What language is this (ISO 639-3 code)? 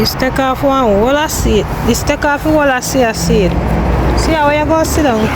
jam